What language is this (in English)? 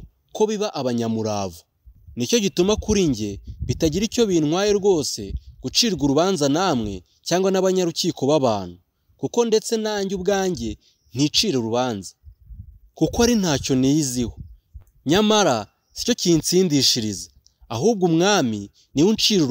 Kinyarwanda